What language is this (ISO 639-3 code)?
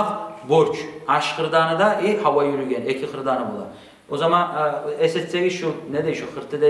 kum